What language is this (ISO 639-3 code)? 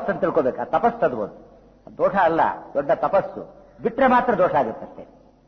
kan